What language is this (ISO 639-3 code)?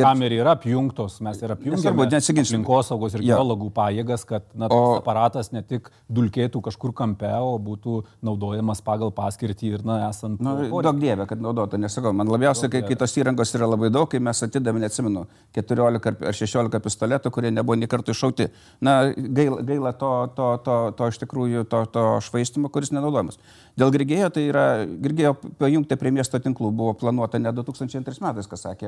lit